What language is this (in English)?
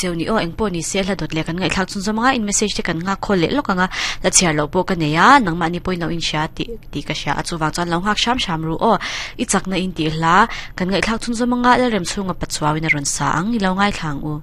Mizo